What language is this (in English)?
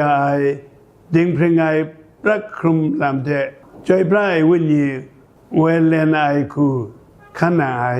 Kachin